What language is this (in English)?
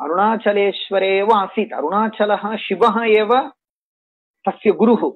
Sanskrit